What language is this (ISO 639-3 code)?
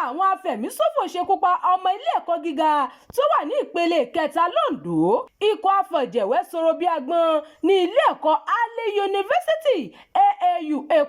yor